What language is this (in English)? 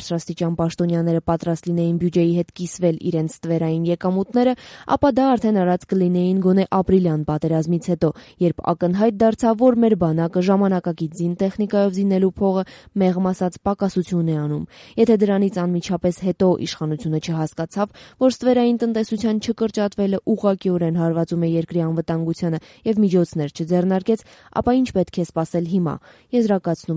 Armenian